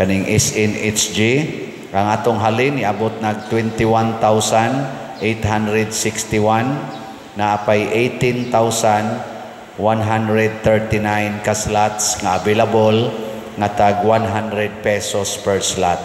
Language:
Cebuano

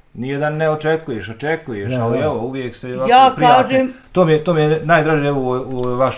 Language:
Bosnian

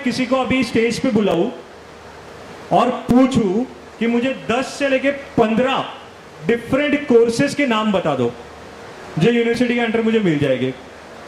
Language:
Hindi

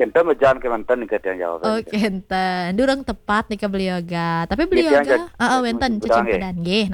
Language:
Balinese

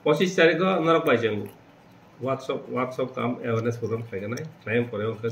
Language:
Kok Borok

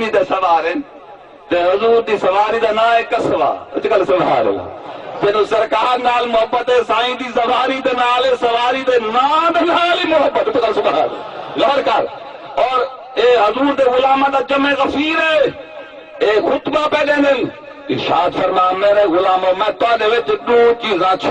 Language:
Saraiki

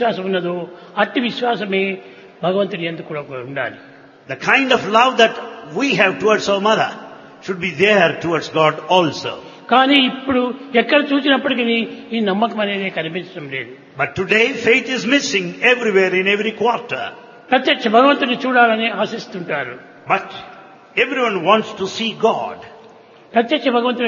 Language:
Telugu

